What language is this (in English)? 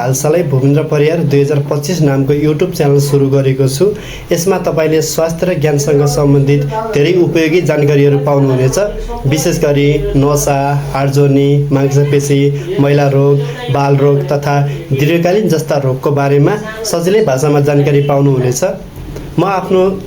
Nepali